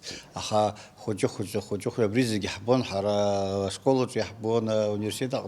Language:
Abkhazian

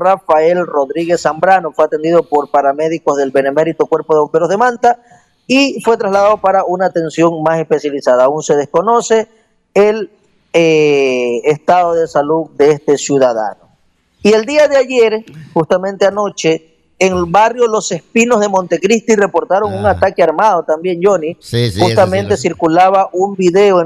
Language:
Spanish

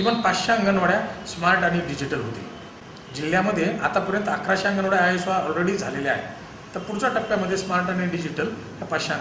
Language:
Marathi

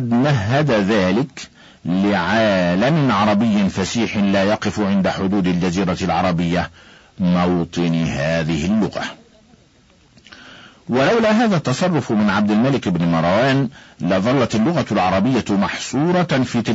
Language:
Arabic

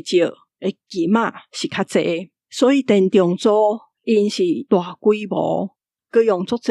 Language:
Min Nan Chinese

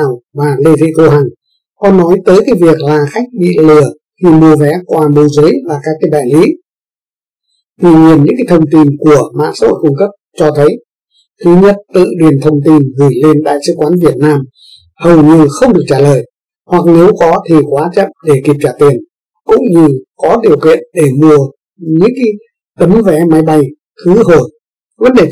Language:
Vietnamese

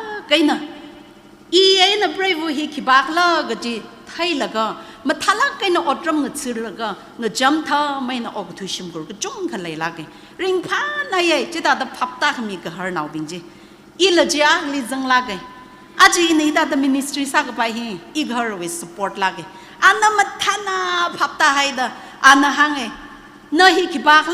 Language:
Tangkhul Naga (India)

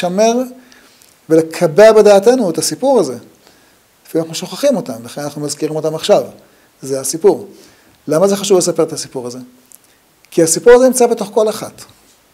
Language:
Hebrew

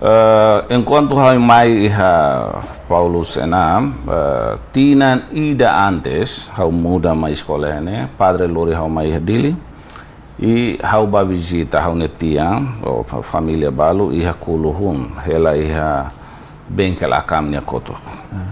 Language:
Tetum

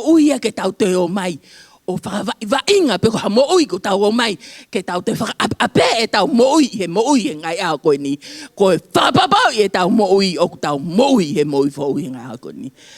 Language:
Tongan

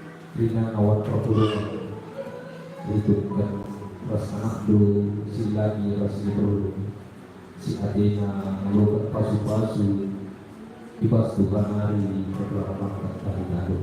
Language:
Batak Karo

